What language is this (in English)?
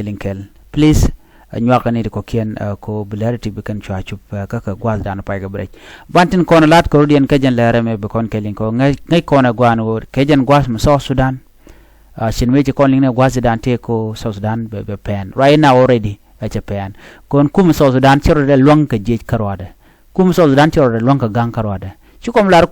Nuer